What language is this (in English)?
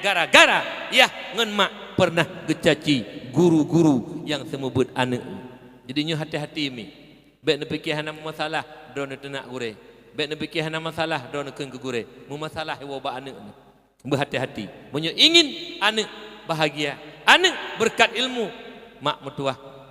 Achinese